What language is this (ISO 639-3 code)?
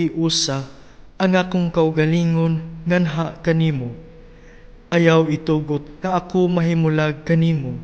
ceb